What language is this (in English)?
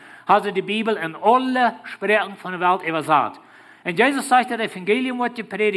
Plautdietsch